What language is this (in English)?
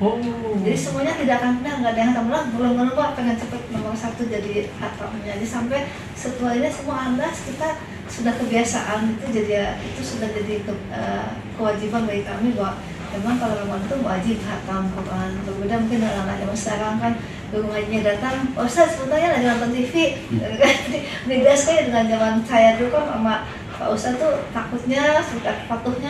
Indonesian